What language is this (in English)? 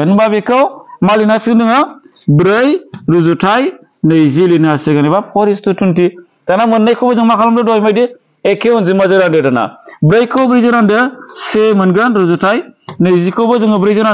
Bodo